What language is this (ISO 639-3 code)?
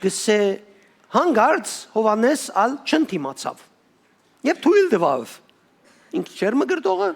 hyw